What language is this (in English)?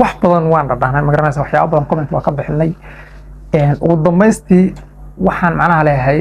Somali